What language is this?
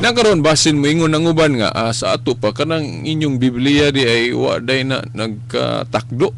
Cebuano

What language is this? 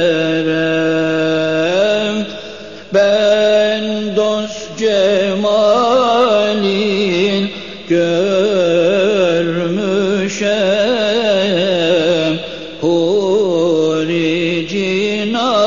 Turkish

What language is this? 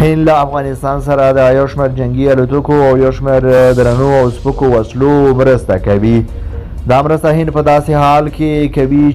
Pashto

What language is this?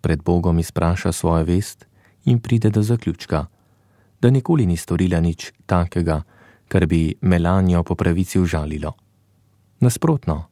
Slovenian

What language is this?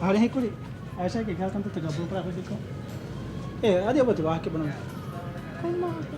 Divehi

